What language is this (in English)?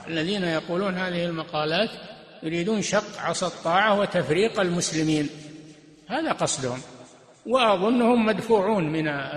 Arabic